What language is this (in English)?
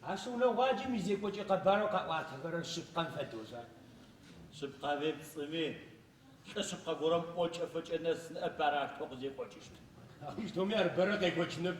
Adyghe